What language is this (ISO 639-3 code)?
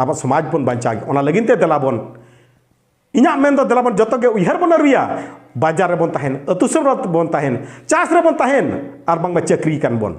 sat